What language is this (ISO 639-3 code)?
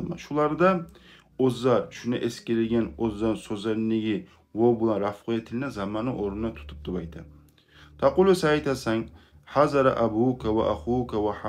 kum